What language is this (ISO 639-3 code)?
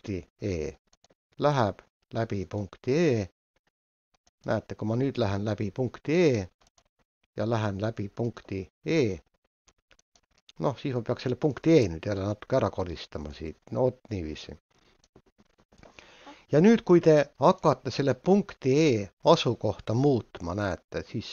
est